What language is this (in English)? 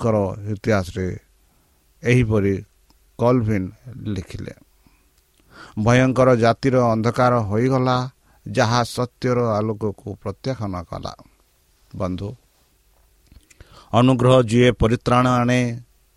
Odia